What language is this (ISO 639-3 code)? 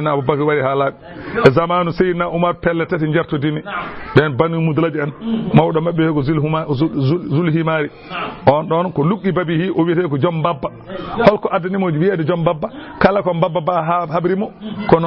ful